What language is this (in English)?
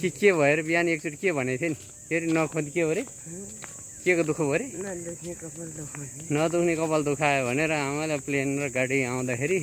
Nepali